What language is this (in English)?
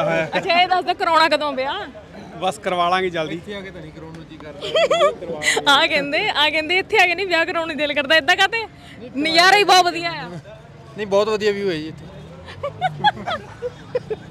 Punjabi